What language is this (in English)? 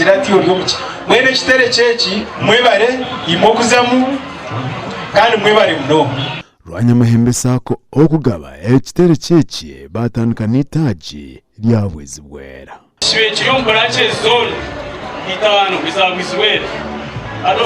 Nyankole